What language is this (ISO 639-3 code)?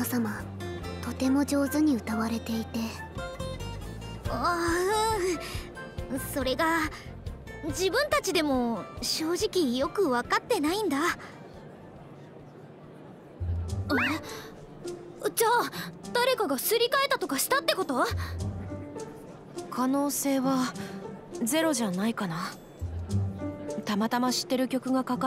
jpn